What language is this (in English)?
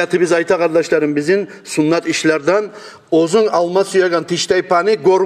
Kumyk